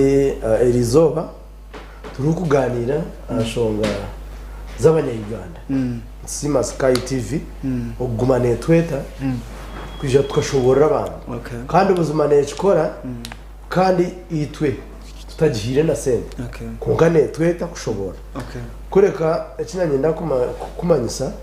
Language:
Nyankole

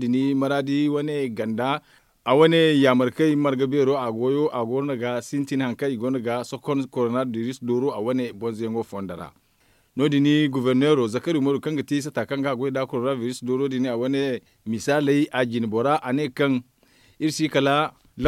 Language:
Zarma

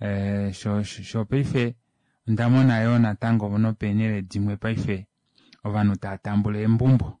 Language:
Kuanyama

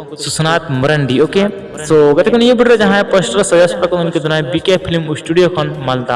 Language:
Santali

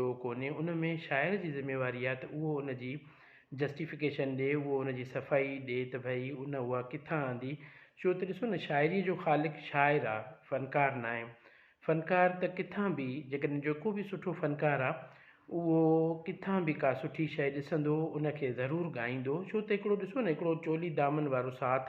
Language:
Sindhi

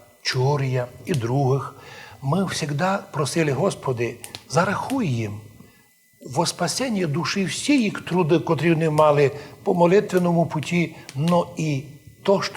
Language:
Rusyn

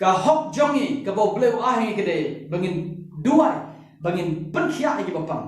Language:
Khasi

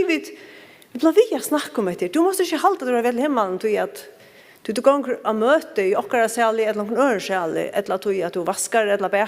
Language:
Faroese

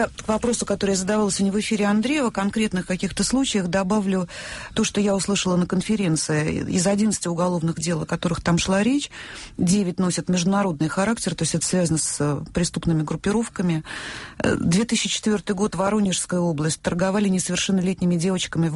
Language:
Russian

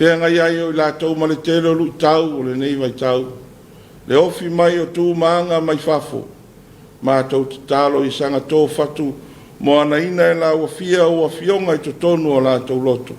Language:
Samoan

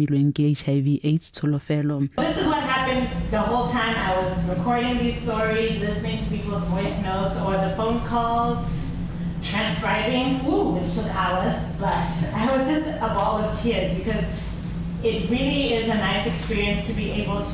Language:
Tswana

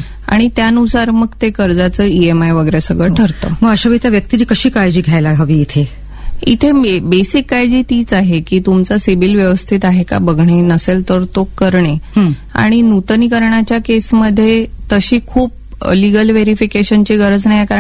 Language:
Marathi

